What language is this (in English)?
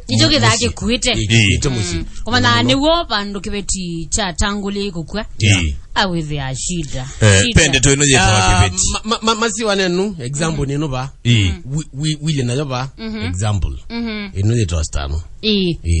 Kamba